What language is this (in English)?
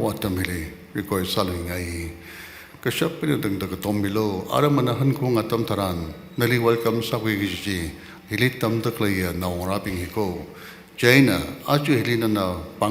Tangkhul Naga (India)